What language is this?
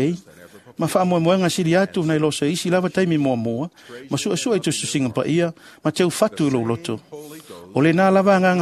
Samoan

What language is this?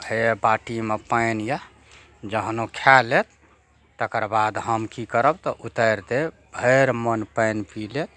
Maithili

